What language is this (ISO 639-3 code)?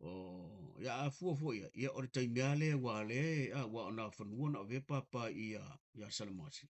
smo